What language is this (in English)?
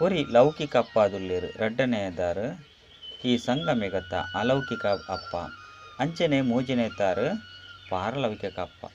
Tulu